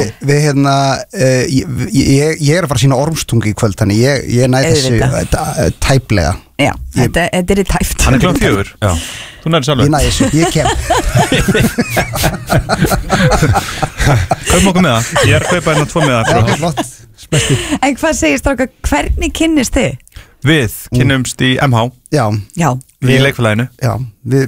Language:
Icelandic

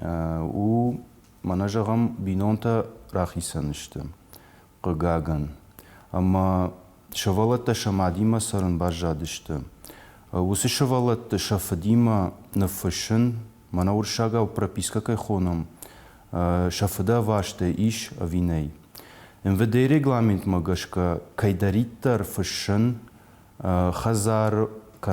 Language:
Ossetic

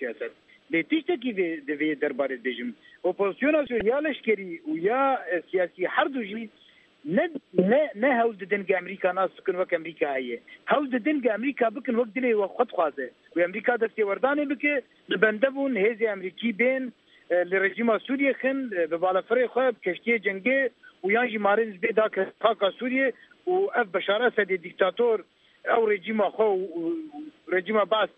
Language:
Kurdish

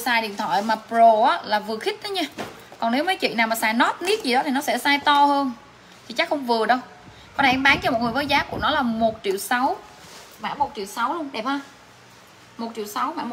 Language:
Vietnamese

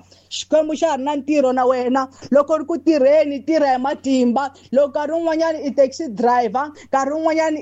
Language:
Tsonga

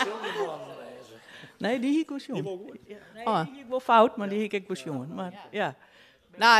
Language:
Western Frisian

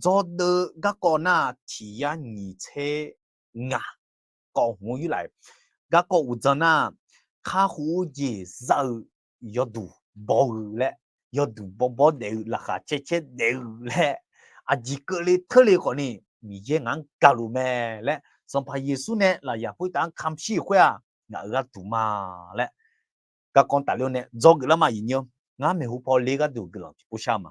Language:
Akha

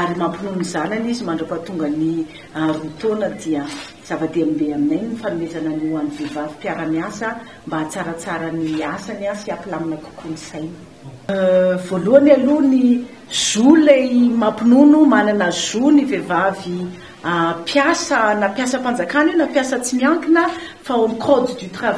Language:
Malagasy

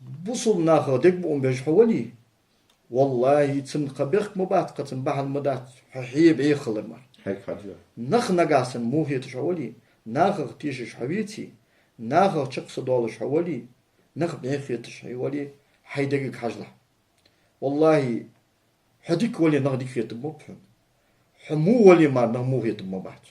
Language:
Ingush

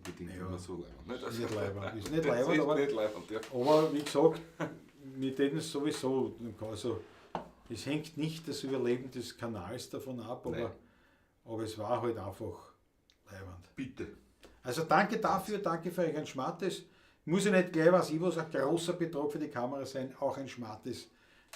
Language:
Bavarian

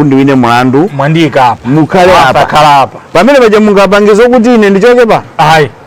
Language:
Nyanja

